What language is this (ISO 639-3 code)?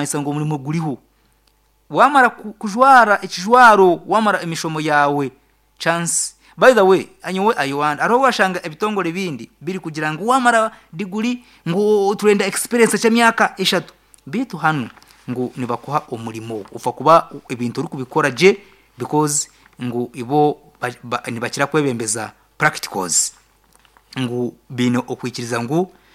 nyn